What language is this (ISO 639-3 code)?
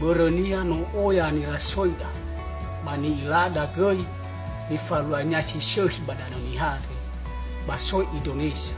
nia